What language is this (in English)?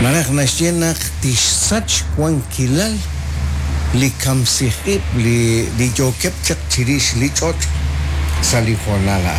Kekchí